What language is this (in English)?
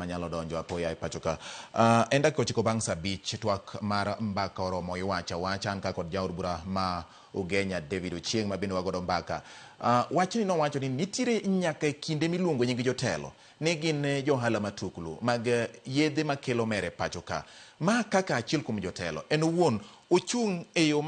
Luo (Kenya and Tanzania)